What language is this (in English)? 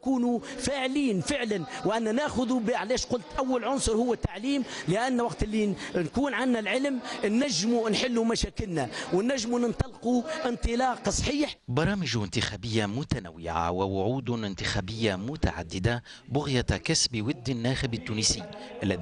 Tunisian Arabic